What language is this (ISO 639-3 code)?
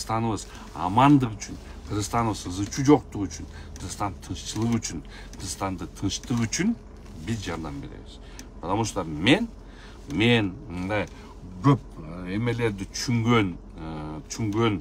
kir